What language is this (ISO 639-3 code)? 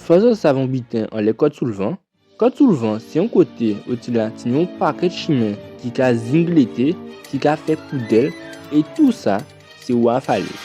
gcf